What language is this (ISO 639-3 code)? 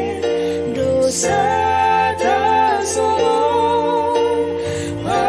bts